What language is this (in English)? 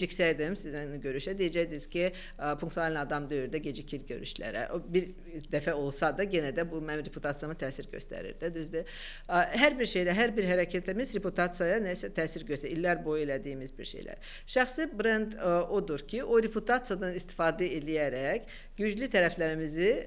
Azerbaijani